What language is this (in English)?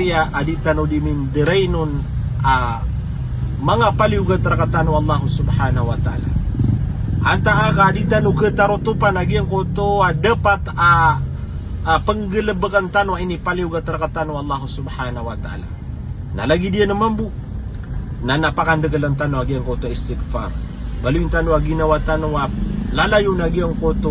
Maranao